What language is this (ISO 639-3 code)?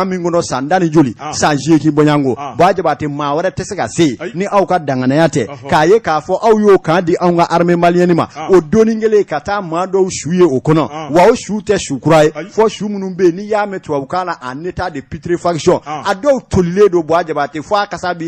bam